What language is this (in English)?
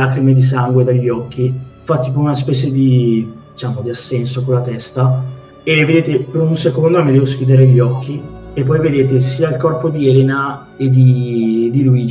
Italian